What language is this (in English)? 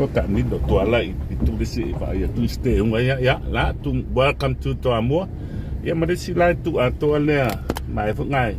Samoan